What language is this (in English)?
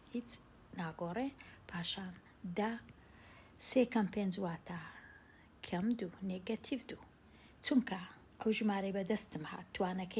Central Kurdish